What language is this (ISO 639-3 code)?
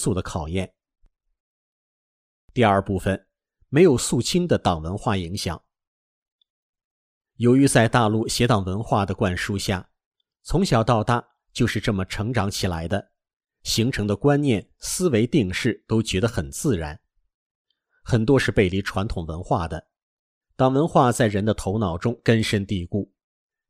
zho